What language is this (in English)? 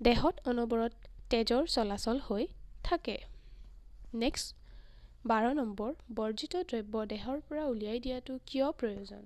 Assamese